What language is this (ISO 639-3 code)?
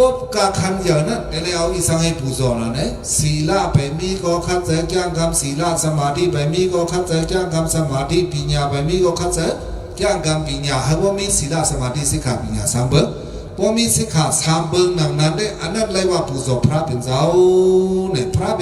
shn